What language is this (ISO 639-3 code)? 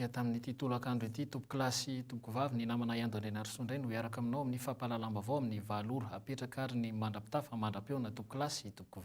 mlg